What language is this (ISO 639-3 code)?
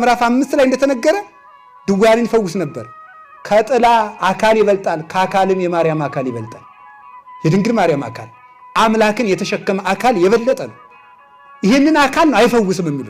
amh